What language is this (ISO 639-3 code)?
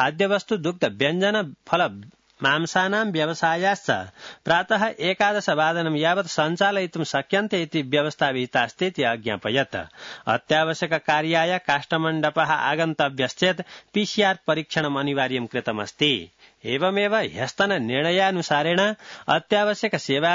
san